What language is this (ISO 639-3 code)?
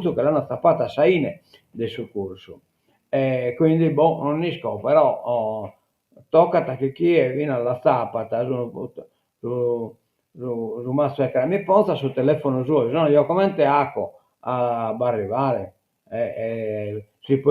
srd